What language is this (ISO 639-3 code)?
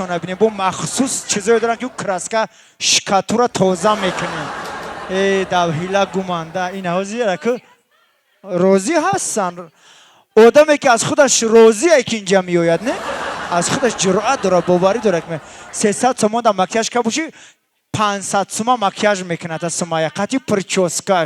tgk